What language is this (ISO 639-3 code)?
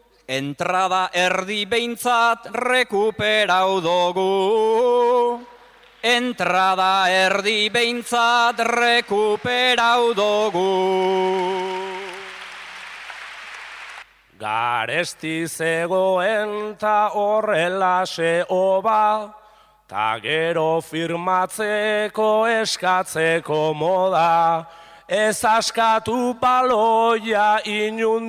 eus